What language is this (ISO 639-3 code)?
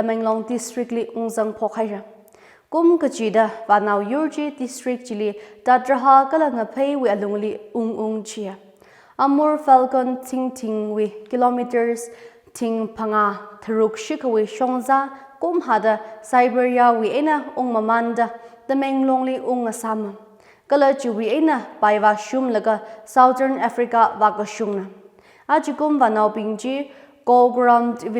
nmf